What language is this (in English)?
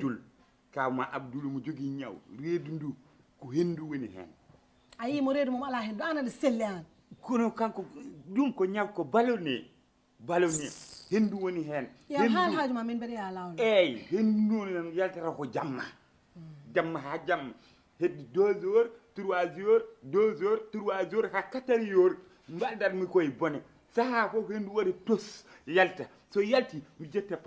Fula